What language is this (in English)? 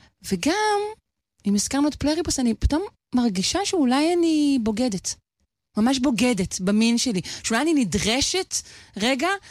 Hebrew